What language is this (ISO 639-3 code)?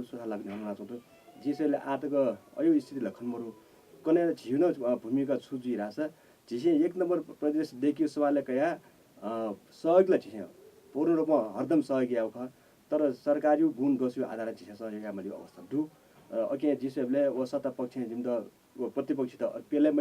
new